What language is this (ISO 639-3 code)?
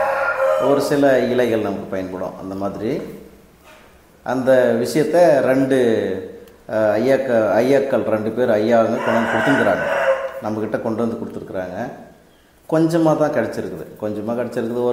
tam